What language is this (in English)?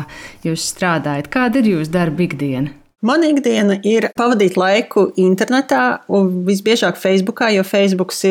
Latvian